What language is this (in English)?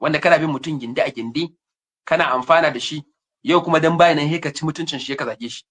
Hausa